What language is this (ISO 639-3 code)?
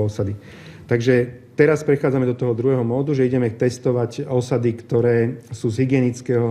slk